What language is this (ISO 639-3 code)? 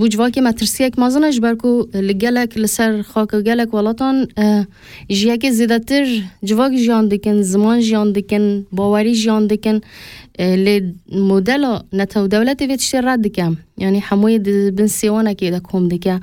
kur